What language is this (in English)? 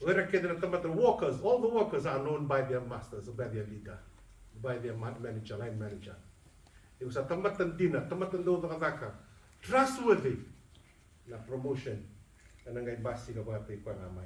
Fijian